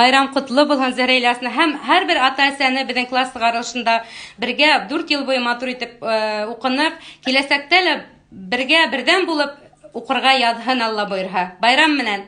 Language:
Bashkir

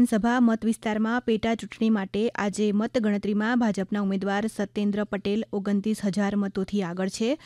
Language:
Gujarati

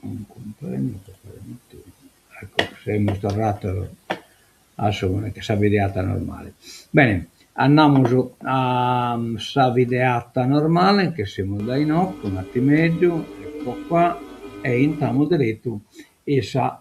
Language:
Sardinian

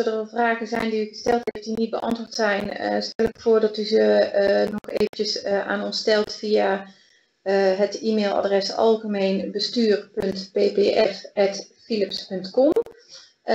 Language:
Dutch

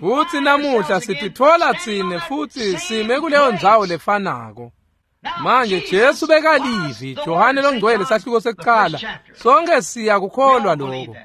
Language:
Swati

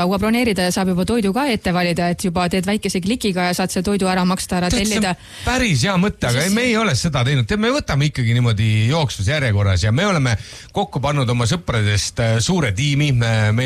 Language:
Estonian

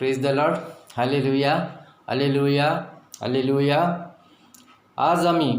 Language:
Konkani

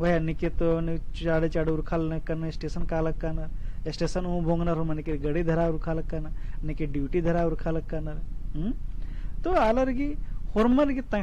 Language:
Kurukh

